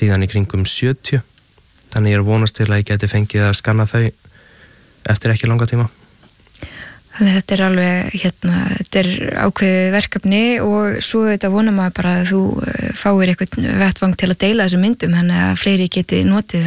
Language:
Icelandic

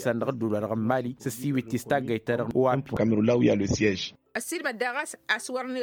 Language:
Tamasheq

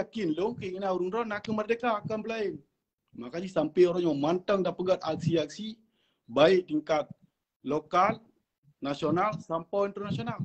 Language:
Achinese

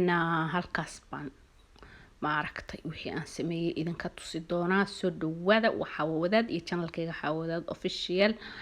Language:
Somali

